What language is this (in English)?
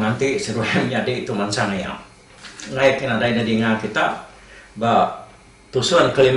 Iban